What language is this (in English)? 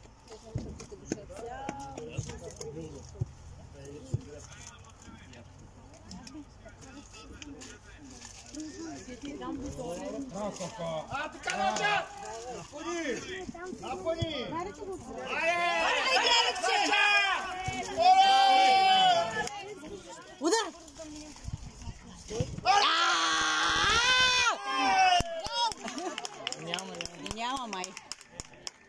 Bulgarian